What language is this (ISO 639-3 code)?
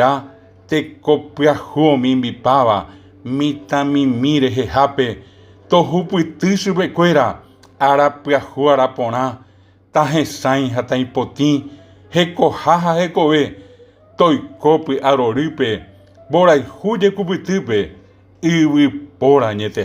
grn